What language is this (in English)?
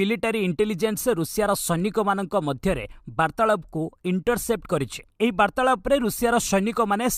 Odia